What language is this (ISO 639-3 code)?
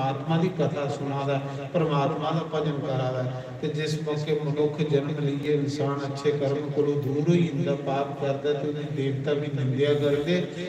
doi